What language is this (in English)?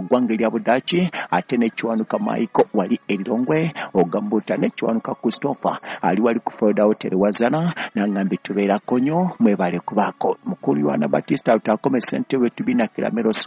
Ganda